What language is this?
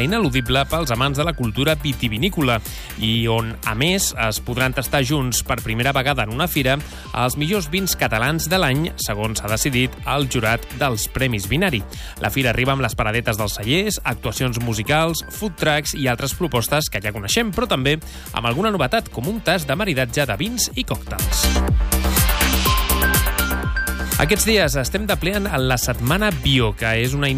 Catalan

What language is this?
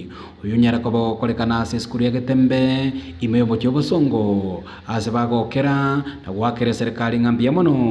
Gusii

